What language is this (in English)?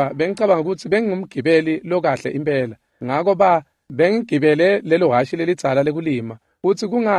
Swati